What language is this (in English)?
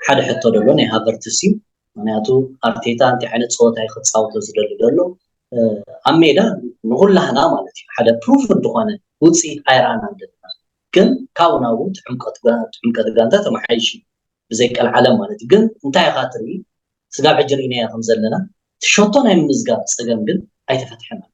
Tigrinya